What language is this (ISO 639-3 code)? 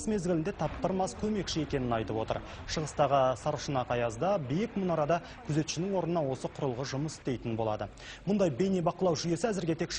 kaz